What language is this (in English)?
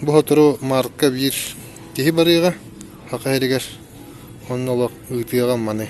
Yakut